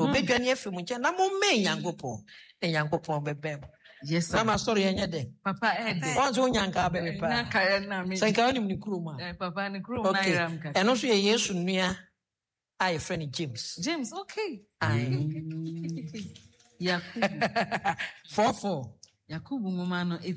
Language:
Akan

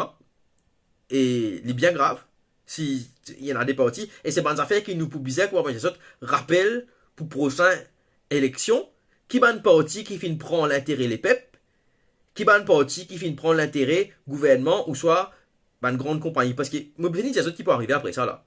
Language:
Morisyen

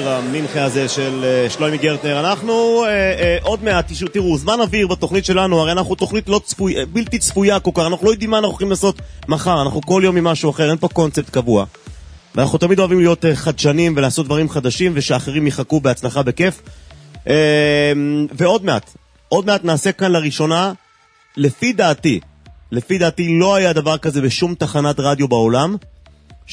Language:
Hebrew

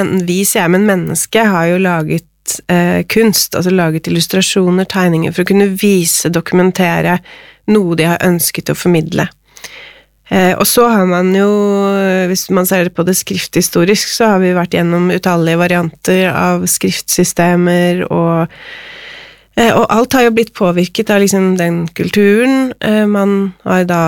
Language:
Norwegian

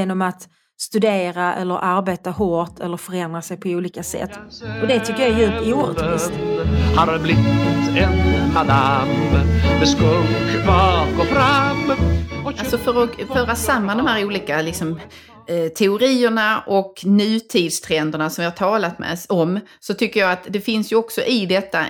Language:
Swedish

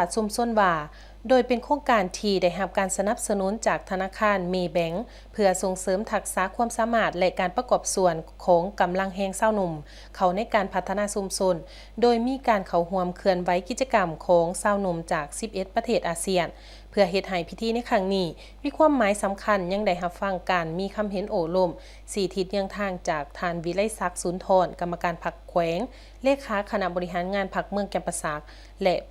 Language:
Lao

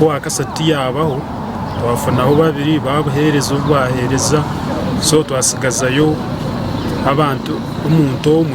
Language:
Nyankole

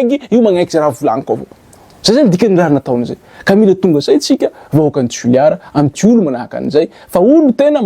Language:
Malagasy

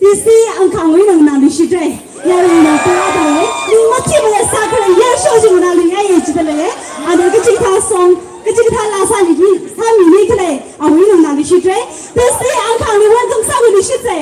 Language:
Tangkhul Naga (India)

